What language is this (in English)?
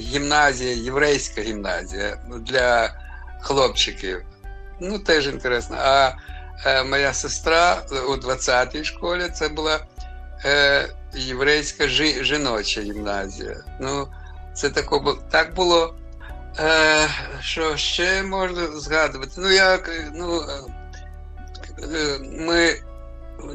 Ukrainian